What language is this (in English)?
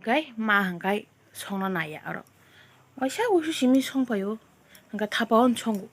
Kok Borok